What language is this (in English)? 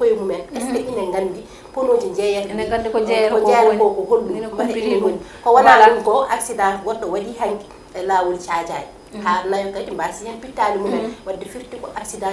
Fula